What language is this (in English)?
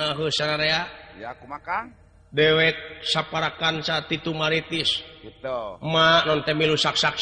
Sundanese